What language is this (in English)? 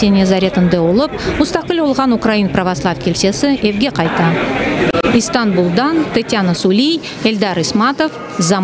Crimean Tatar